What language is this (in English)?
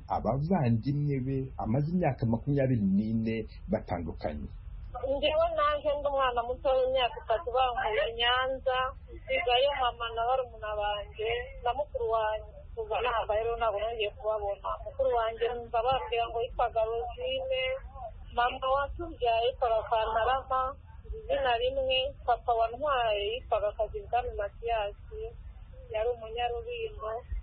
Kinyarwanda